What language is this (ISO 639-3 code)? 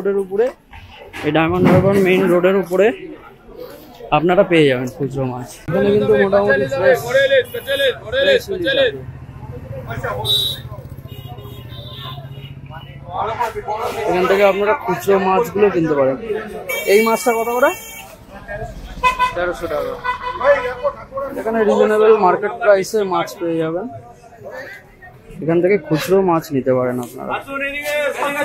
ben